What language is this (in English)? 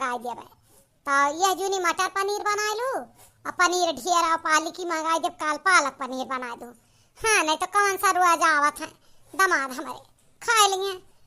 Awadhi